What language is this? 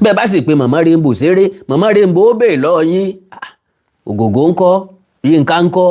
Yoruba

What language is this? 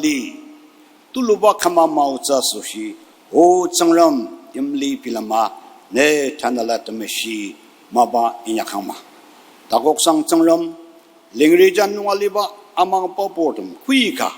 Ao Naga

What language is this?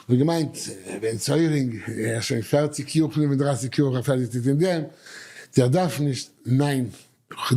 Yiddish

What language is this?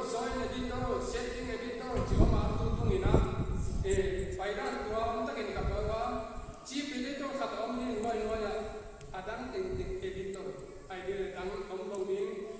Paite Chin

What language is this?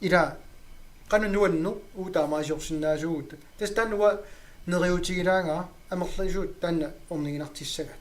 Kalaallisut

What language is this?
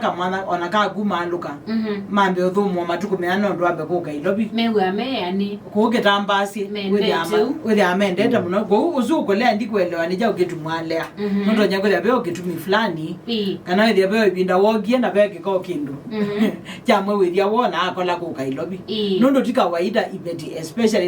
Kamba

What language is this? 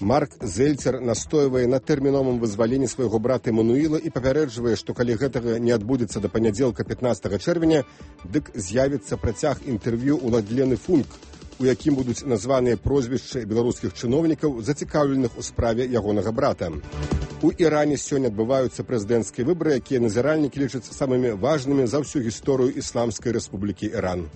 Belarusian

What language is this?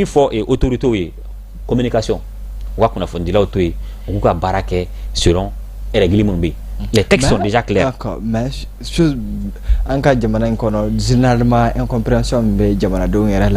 Bambara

